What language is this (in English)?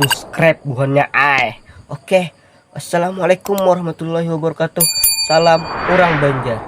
Banjar